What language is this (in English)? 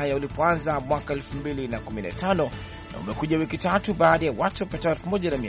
Swahili